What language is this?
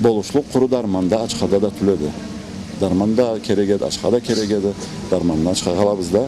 Karachay-Balkar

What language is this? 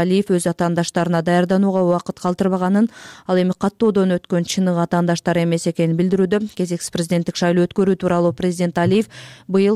Kyrgyz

